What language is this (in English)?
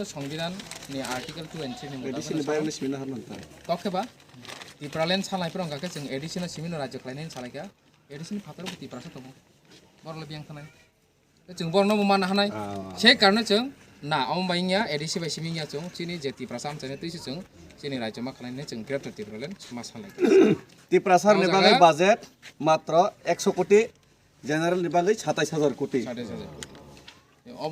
Kok Borok